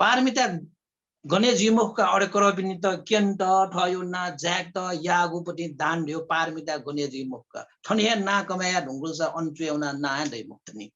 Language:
Newari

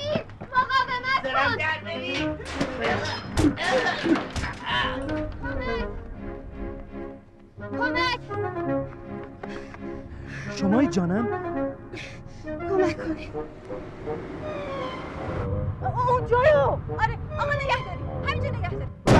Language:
Persian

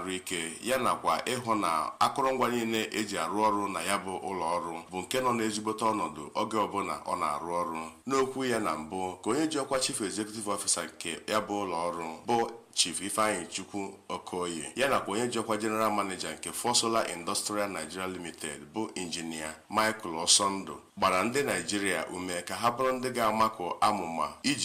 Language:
Igbo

